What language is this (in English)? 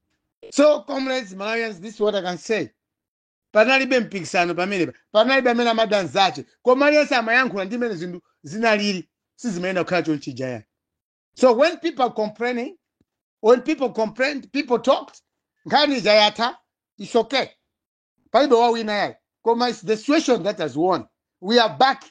Nyanja